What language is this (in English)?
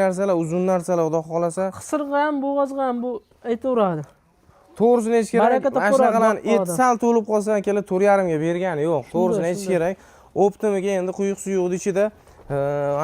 Uzbek